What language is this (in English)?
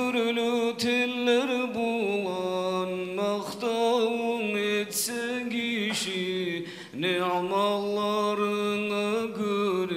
Kumyk